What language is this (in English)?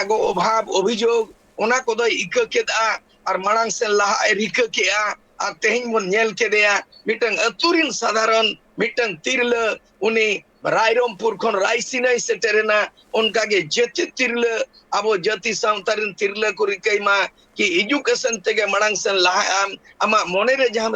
Santali